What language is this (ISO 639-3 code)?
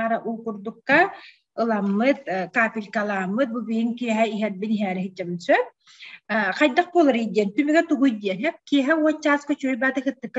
sah